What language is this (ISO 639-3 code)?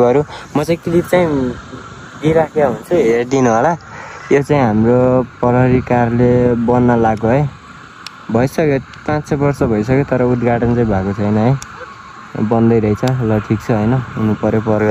nep